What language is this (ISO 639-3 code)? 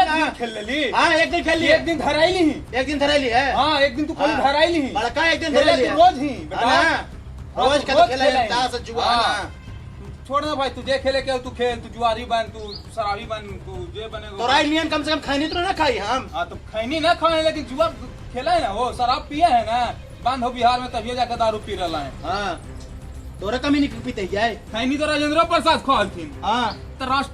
mag